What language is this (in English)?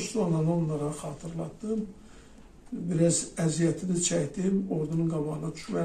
Azerbaijani